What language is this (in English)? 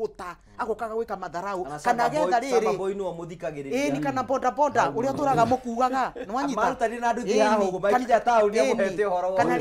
Kikuyu